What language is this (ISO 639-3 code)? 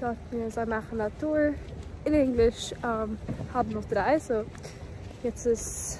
yid